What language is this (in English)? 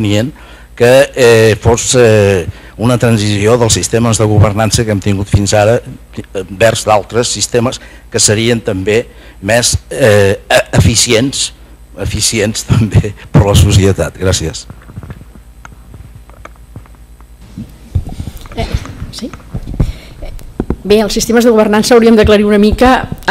Catalan